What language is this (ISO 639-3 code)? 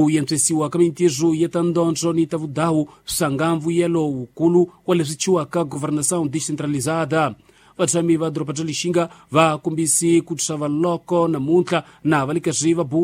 tso